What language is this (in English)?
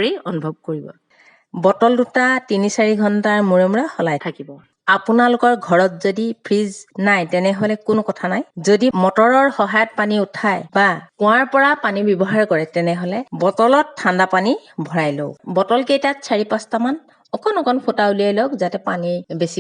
Assamese